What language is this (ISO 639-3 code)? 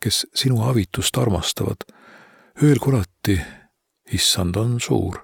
est